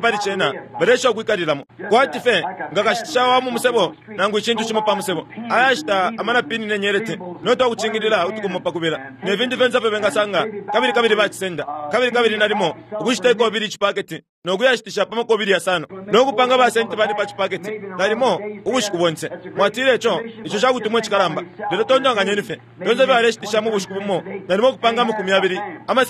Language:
Bemba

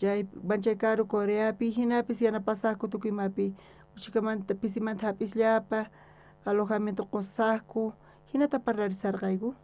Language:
South Bolivian Quechua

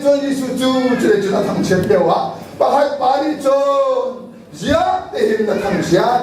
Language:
Hakha Chin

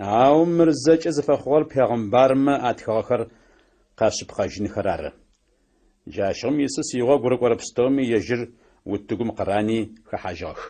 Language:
Adyghe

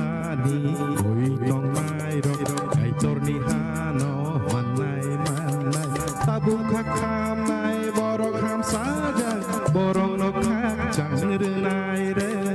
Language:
Kok Borok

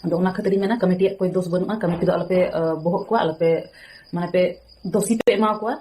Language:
Santali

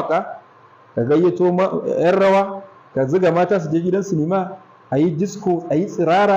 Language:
Hausa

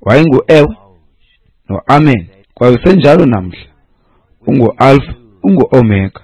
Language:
Xhosa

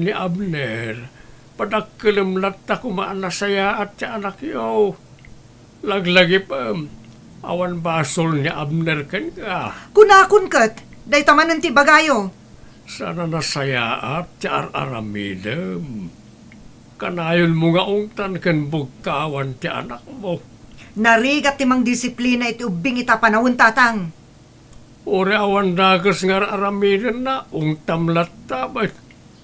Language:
Iloko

